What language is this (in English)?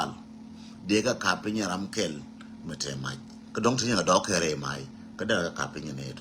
Nuer